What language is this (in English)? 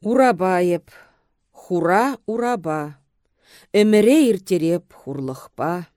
Chuvash